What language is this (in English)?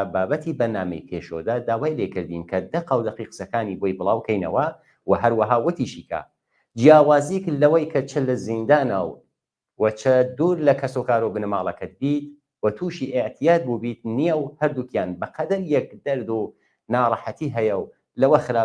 Central Kurdish